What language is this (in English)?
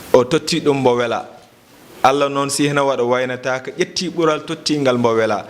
Fula